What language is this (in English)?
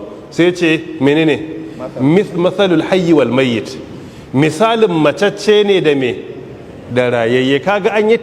Hausa